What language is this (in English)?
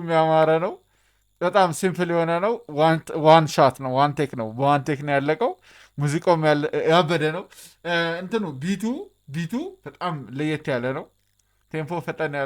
Amharic